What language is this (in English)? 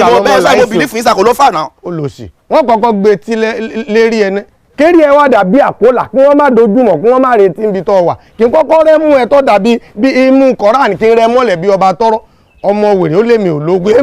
Yoruba